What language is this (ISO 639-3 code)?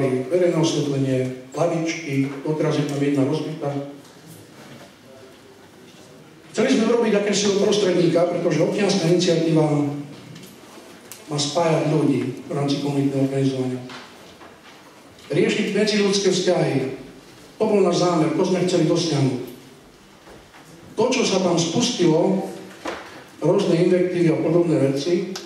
slk